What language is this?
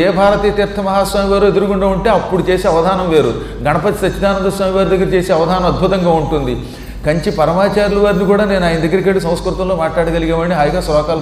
Telugu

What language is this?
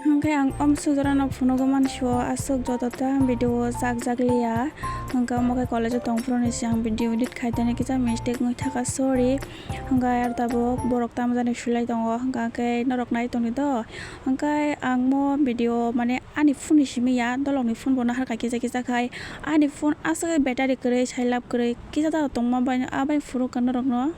Kok Borok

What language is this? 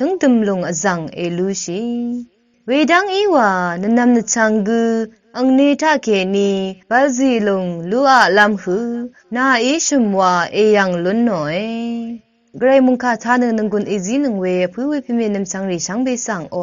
Rawang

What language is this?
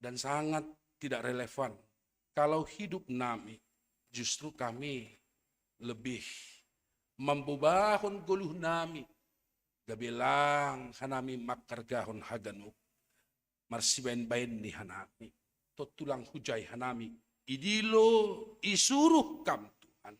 Batak Simalungun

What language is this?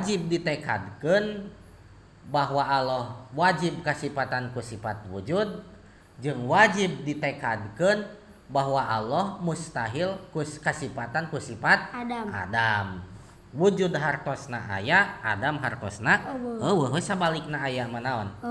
Sundanese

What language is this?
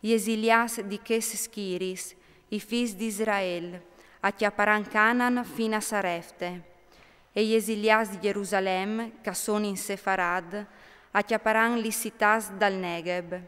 Friulian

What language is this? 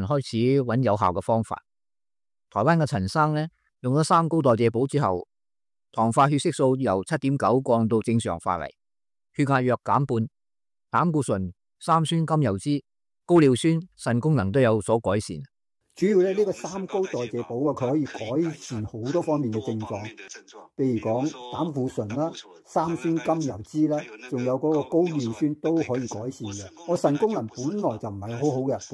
Cantonese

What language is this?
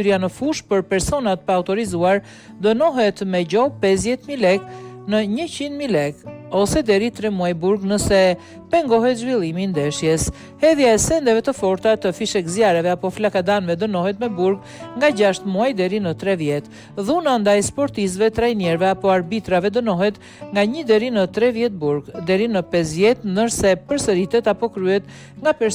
Albanian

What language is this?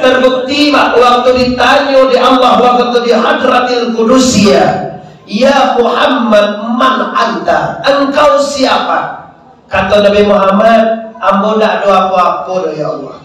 Minangkabau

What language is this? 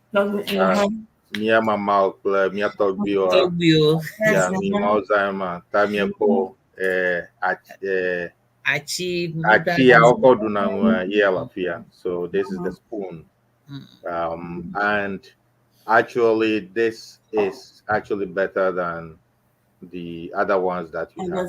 Ewe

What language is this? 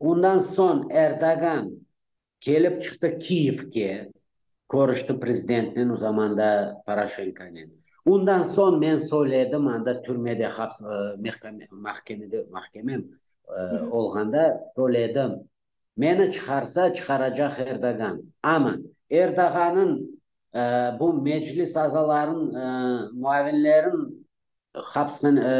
Crimean Tatar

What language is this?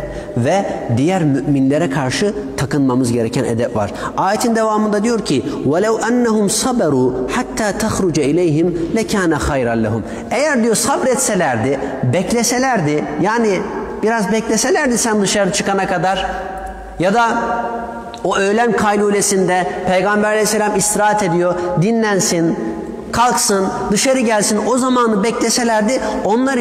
Turkish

